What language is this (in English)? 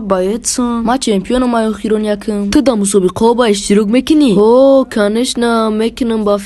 Tajik